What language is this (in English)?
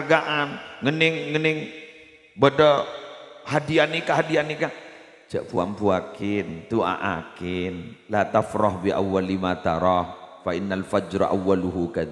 Madurese